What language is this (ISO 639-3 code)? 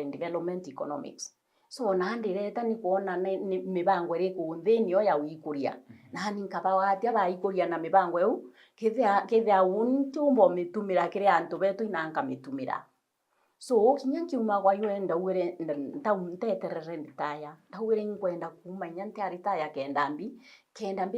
mer